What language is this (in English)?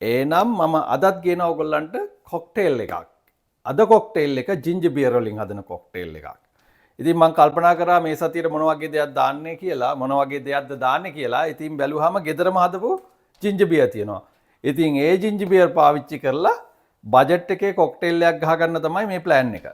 Sinhala